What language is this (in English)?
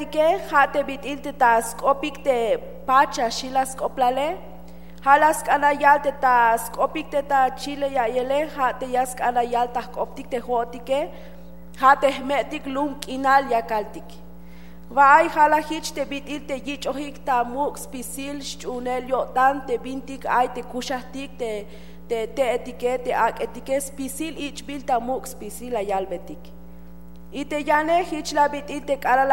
Tzeltal